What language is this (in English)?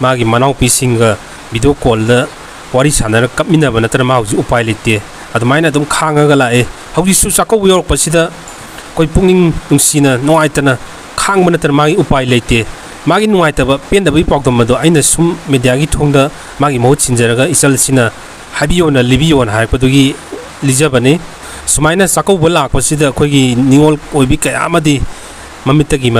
Manipuri